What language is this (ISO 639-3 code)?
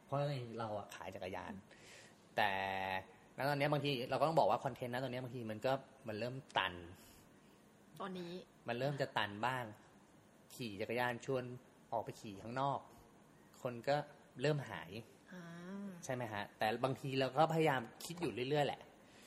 tha